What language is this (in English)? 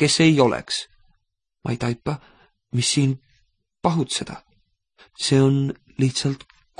Estonian